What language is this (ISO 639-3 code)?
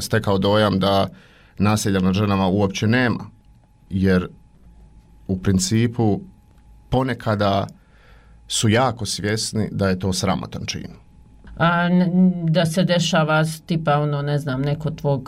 bos